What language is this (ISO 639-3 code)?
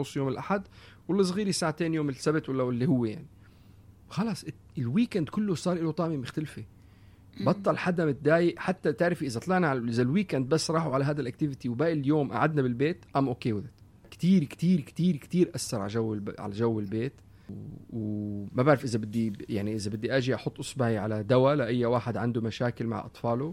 apc